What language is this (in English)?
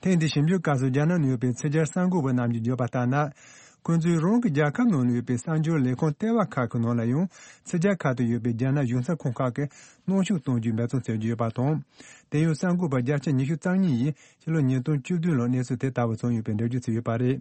Tibetan